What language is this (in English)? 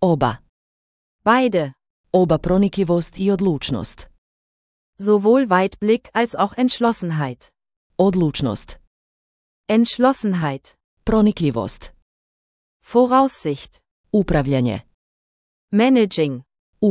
Slovenian